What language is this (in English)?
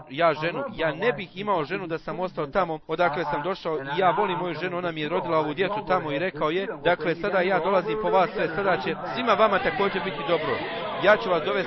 Bosnian